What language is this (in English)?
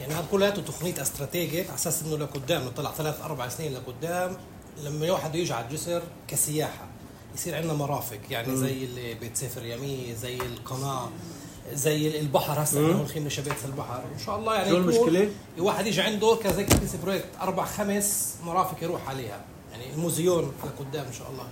North Levantine Arabic